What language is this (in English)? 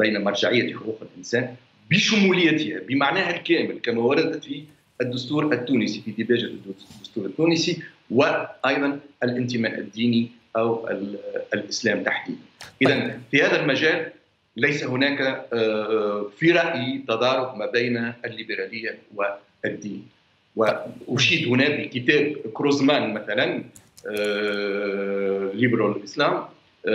Arabic